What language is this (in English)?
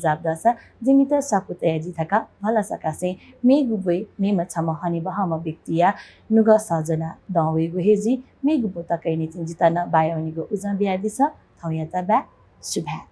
Newari